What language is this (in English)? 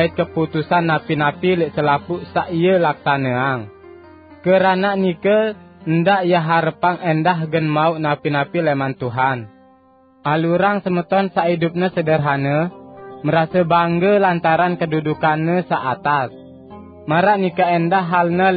Sasak